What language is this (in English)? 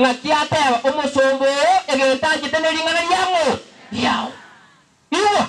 Gusii